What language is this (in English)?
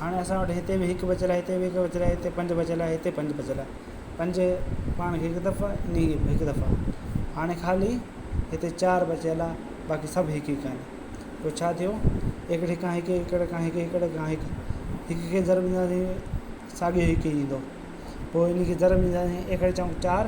Sindhi